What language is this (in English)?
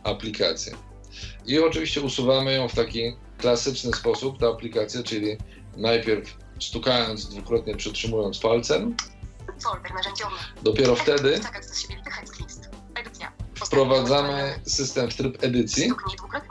Polish